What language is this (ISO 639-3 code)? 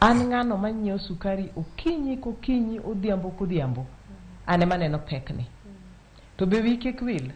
luo